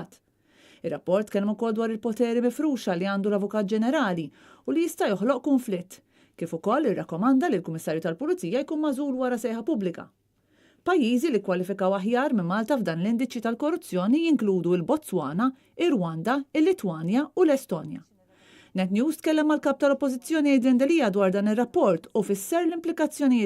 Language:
Maltese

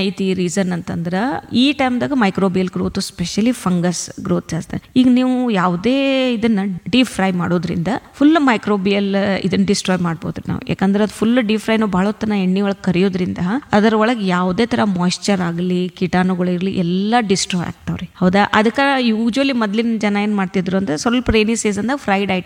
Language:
Kannada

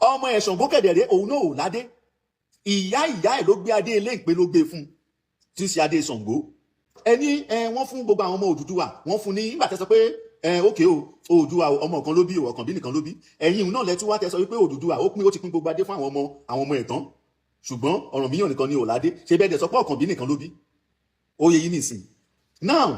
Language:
Yoruba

